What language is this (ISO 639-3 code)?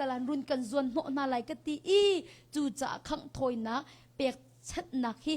cnh